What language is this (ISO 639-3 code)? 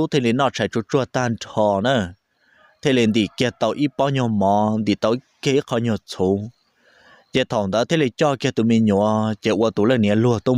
hmn